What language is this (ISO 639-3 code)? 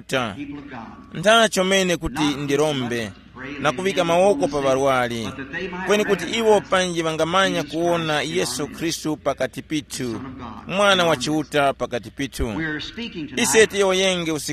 tum